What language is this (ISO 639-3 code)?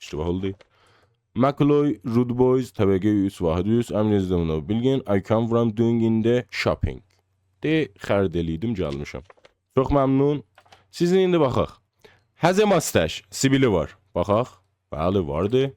azb